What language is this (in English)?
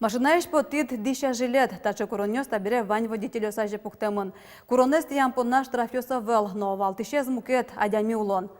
Udmurt